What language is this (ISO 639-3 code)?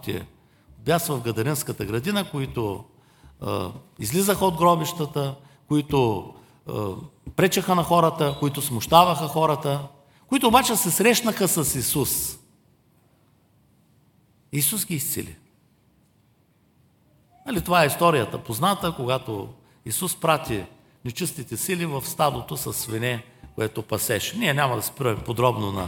bul